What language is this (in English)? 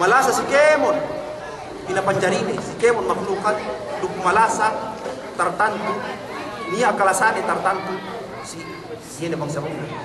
Yakan